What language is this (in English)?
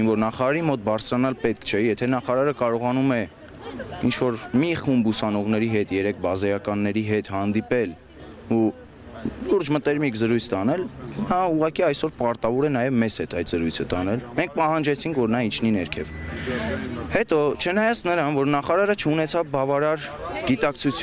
Armenian